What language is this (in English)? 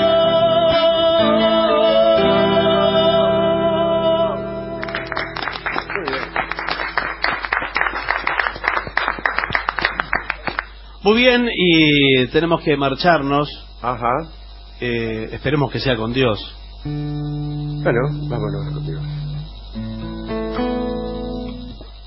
Spanish